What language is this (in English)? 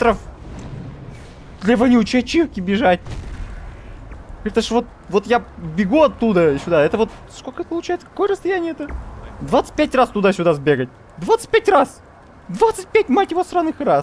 Russian